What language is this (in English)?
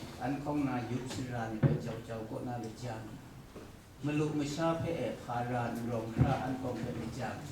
Kachin